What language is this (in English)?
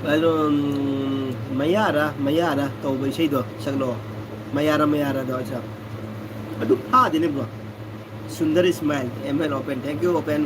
Manipuri